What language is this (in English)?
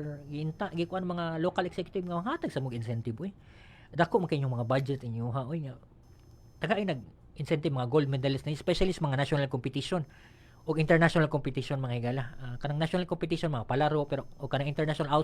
Cebuano